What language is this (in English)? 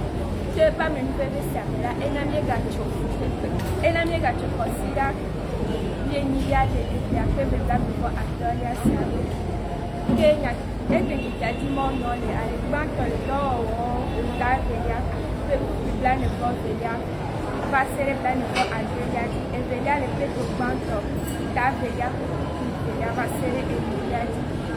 Ewe